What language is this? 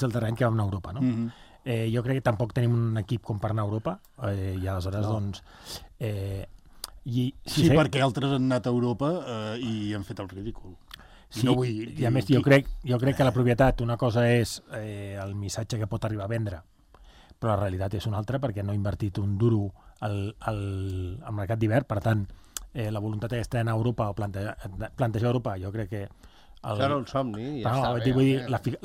Catalan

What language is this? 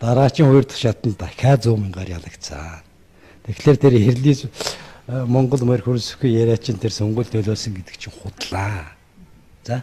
Mongolian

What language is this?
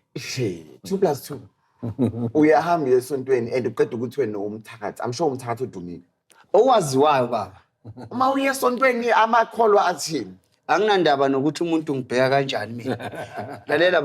Zulu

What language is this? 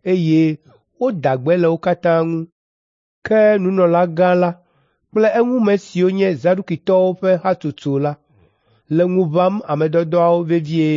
Ewe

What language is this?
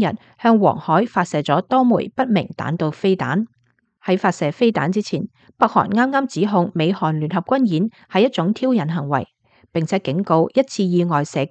Cantonese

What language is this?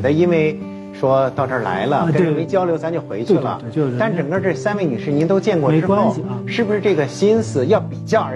Chinese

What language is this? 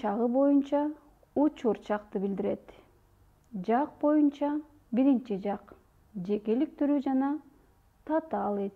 Kyrgyz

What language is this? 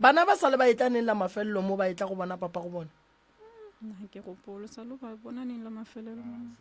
Northern Sotho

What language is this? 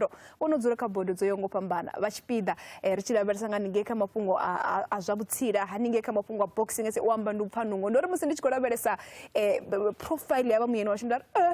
Venda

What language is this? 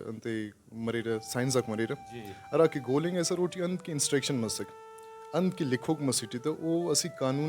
Brahui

